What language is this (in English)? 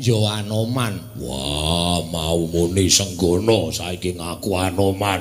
Javanese